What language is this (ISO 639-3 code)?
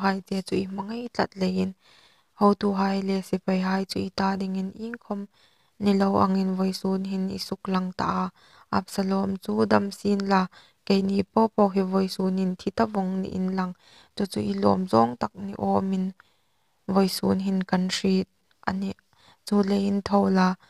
hmr